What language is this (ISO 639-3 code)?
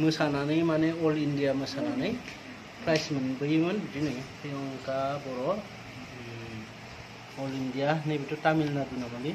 brx